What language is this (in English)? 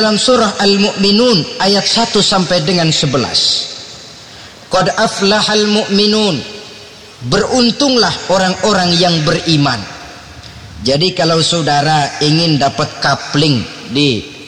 Indonesian